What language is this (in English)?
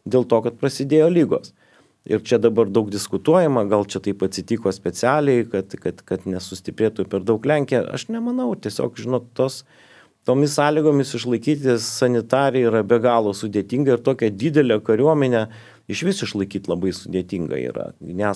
Lithuanian